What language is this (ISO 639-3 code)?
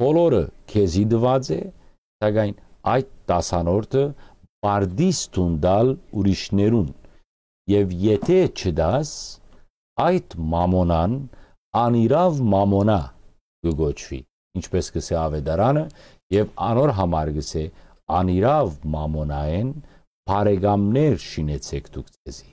hyw